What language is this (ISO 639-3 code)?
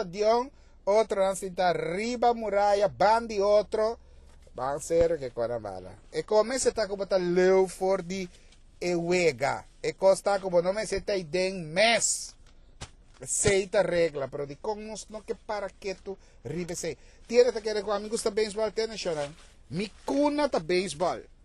pap